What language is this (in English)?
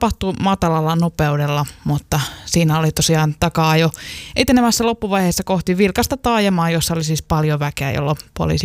Finnish